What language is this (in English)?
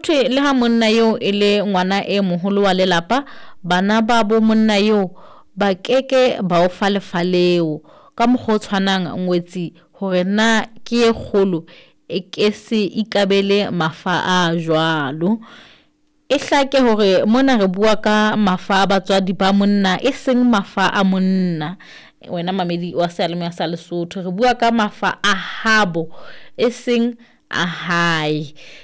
Southern Sotho